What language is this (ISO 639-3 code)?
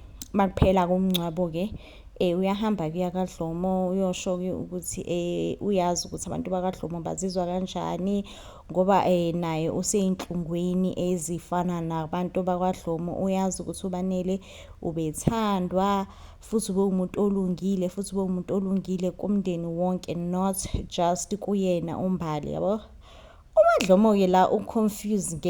zul